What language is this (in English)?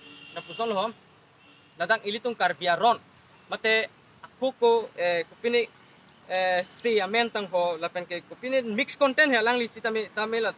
Karbi